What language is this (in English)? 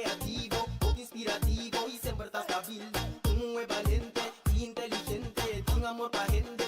Papiamento